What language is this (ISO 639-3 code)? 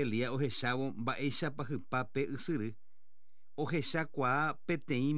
grn